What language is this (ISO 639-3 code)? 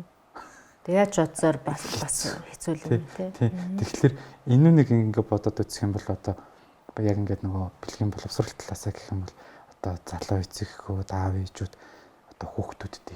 mon